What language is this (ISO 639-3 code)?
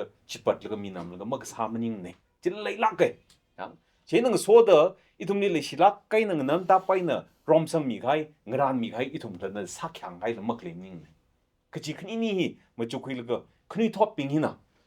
nmf